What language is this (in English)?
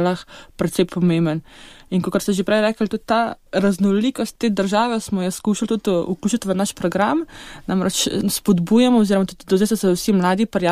Slovenian